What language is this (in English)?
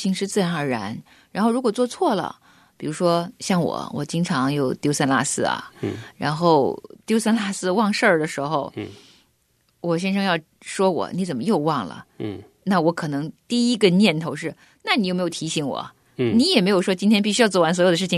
Chinese